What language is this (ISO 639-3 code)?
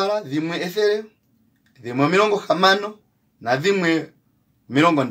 kua